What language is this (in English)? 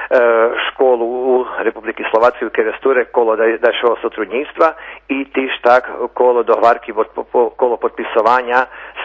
Rusyn